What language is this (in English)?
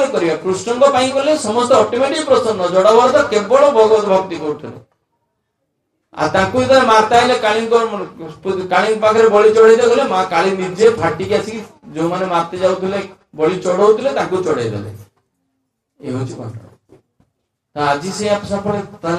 Odia